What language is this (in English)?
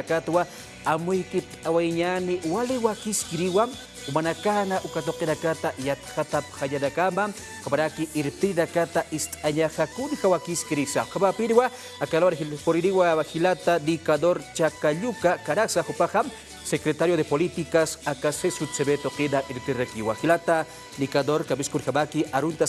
Aymara